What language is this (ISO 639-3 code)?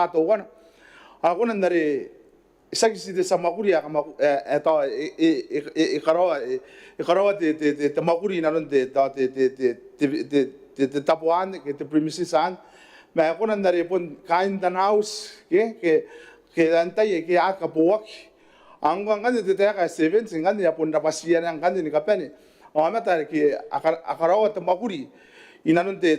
gil